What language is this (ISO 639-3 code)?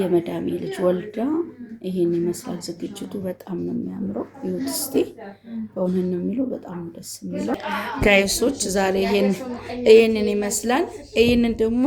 amh